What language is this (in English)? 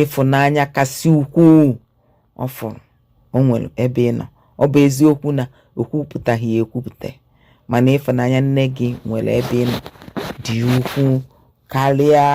Igbo